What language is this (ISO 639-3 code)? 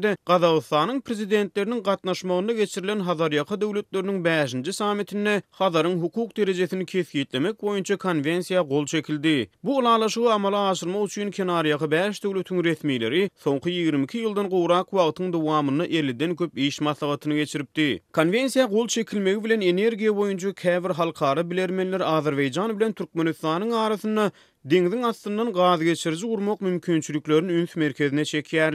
tuk